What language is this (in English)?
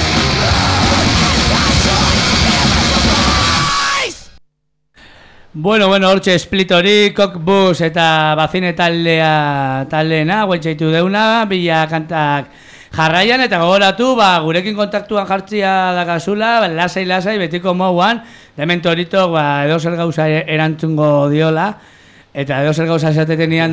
Basque